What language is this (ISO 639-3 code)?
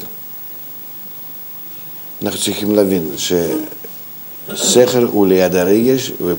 heb